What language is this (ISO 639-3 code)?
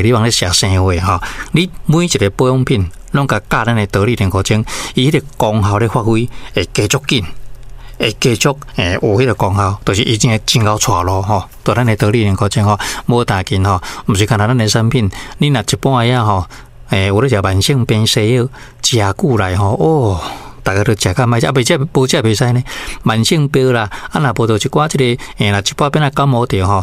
nan